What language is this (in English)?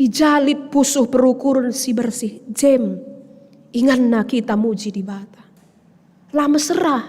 Batak Karo